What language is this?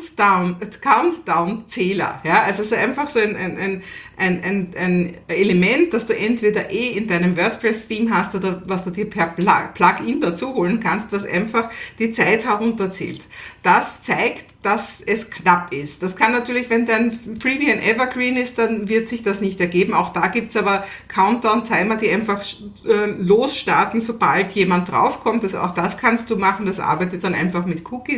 German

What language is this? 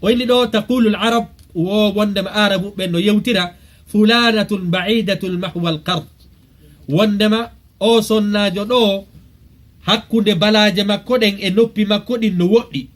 Fula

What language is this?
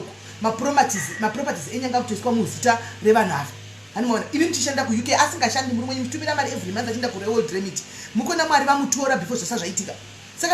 Shona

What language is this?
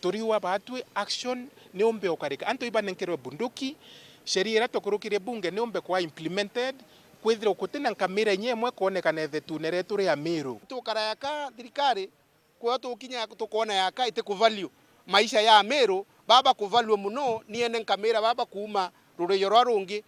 Meru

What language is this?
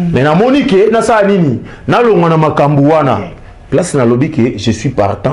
Lingala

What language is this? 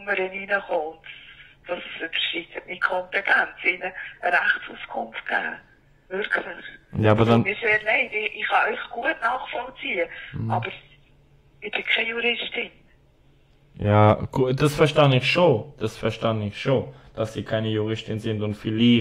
German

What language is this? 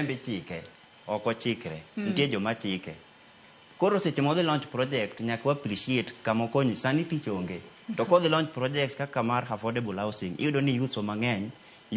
Luo (Kenya and Tanzania)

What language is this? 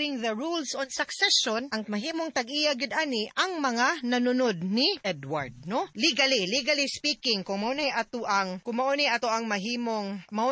Cebuano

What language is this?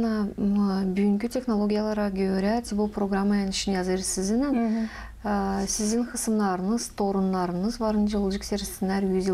Gagauz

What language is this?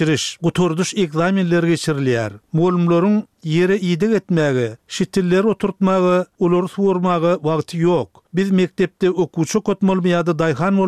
Turkmen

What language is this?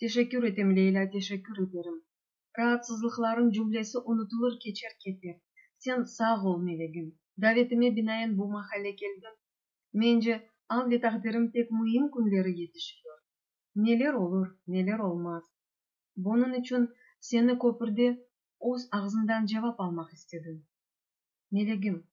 Crimean Tatar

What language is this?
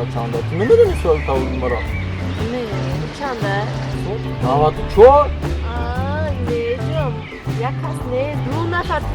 Tajik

